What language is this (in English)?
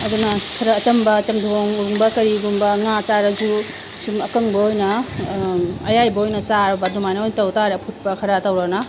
Manipuri